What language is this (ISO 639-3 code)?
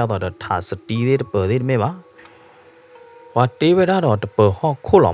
ksw